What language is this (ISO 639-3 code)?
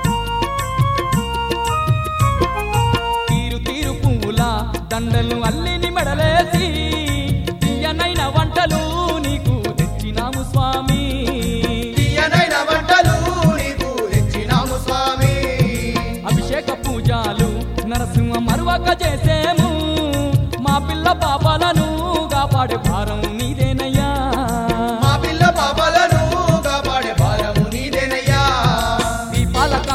tel